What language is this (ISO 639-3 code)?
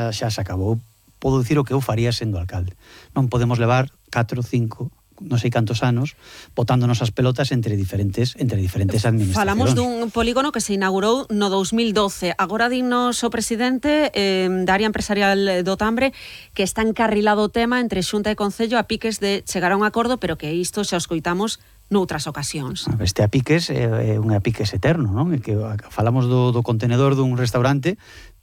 glg